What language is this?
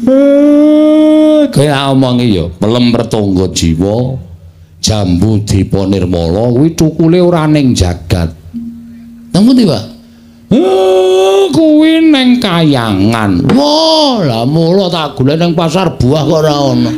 Javanese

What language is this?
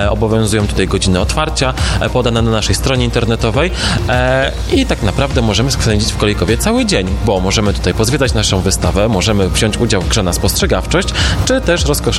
Polish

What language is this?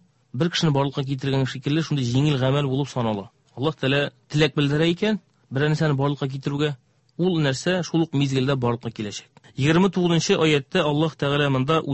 Tatar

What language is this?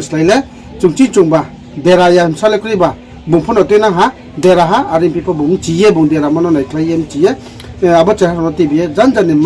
Riang (India)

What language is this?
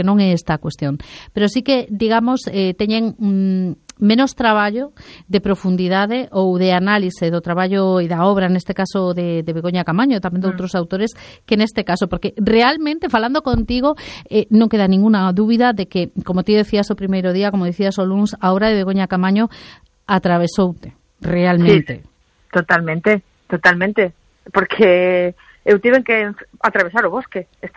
Galician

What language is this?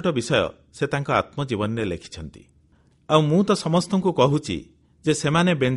Odia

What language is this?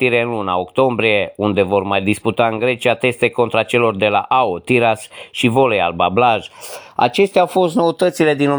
Romanian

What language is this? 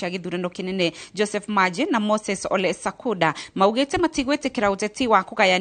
Kikuyu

